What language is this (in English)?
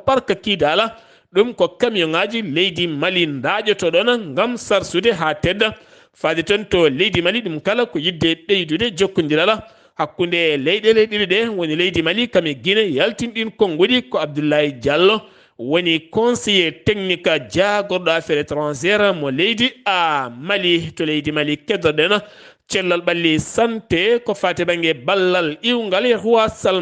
Fula